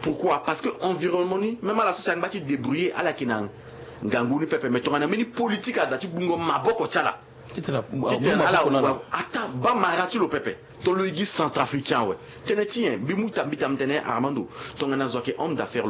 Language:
Sango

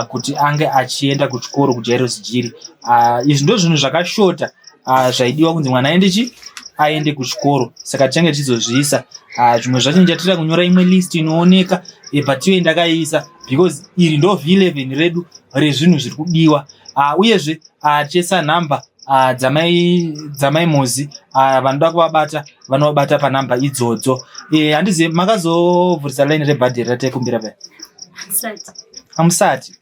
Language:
Shona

